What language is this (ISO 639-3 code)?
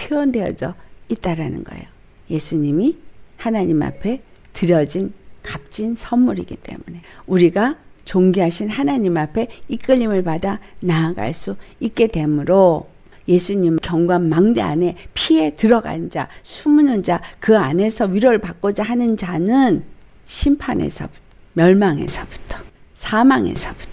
kor